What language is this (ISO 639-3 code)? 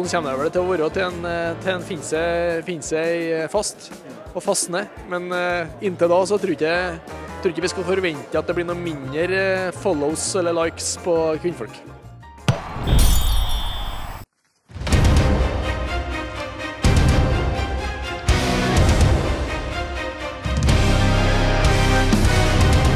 nor